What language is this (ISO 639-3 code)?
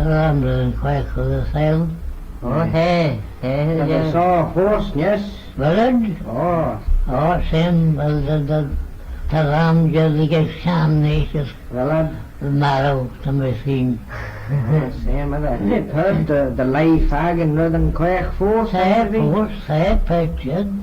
glv